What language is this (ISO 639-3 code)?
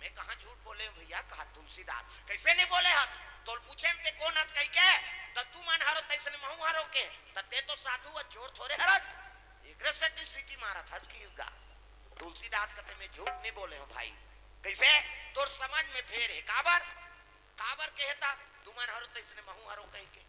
hne